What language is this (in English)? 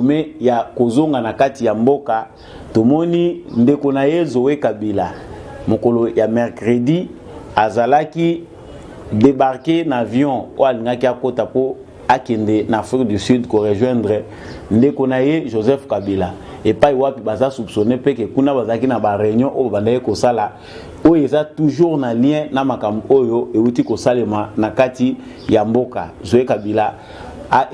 Lingala